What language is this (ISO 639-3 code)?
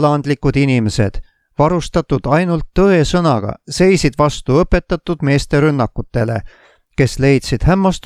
est